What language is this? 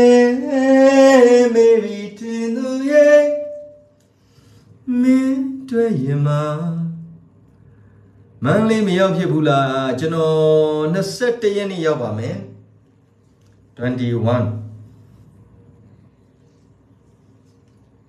Burmese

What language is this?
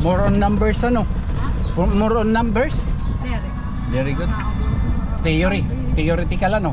Waray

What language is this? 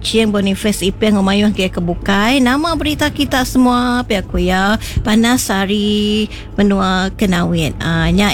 Iban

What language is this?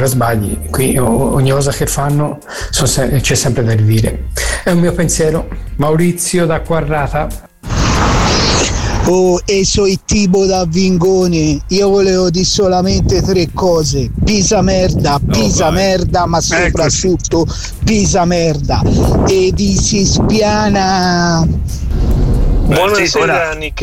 Italian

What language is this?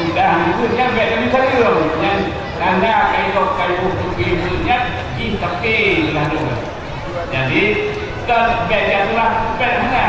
Achinese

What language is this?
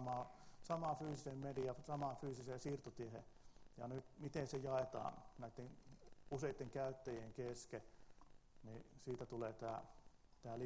Finnish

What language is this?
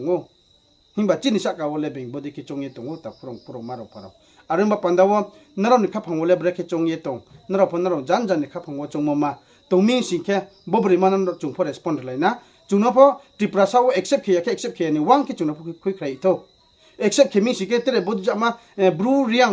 Riang (India)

